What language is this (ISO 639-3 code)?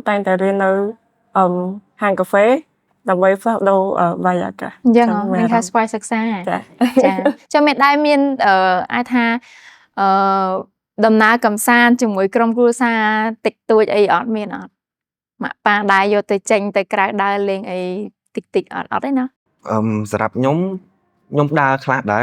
khm